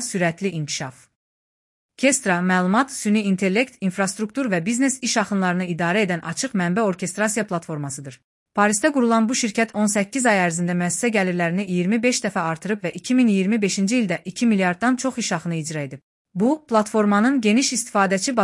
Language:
Azerbaijani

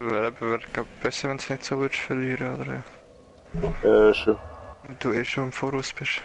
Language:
Swiss German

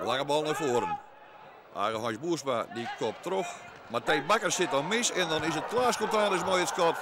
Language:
Western Frisian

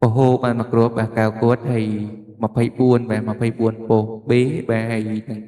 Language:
Khmer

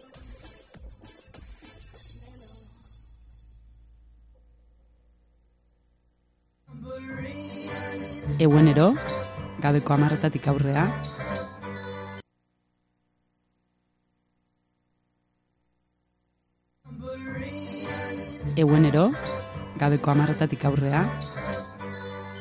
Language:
Basque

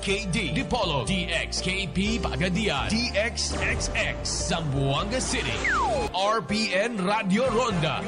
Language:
Bikol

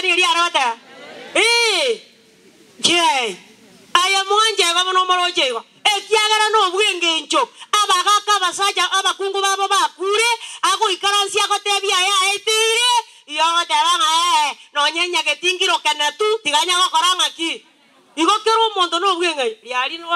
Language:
Gusii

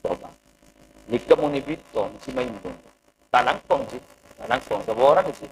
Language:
Madurese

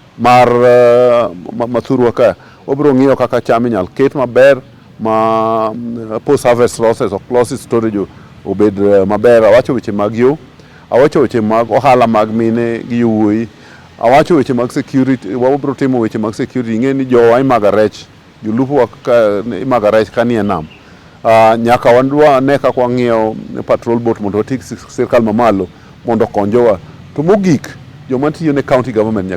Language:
Luo (Kenya and Tanzania)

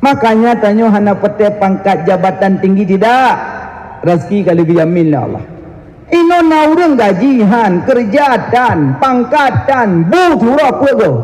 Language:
Achinese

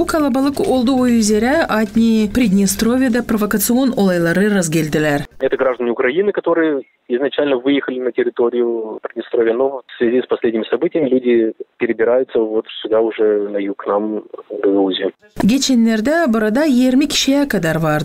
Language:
Gagauz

